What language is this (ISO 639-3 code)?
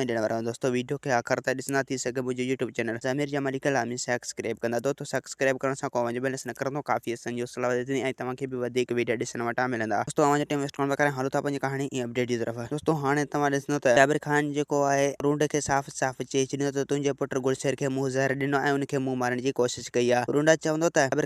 snd